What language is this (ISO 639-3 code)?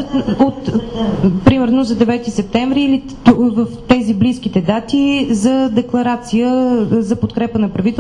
bul